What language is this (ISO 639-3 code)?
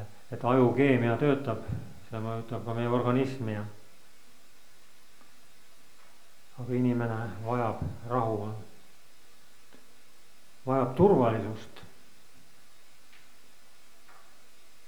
est